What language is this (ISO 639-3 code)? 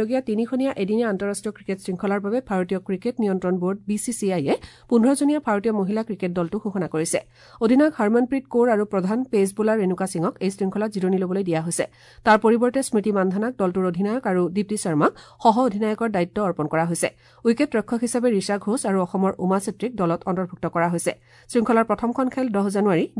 asm